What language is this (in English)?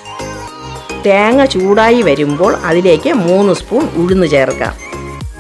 Malayalam